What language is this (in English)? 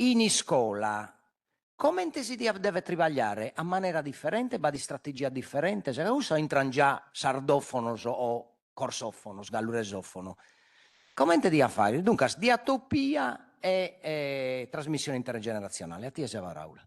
Sardinian